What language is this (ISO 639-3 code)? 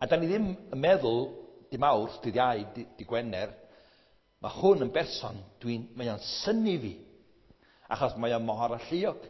cym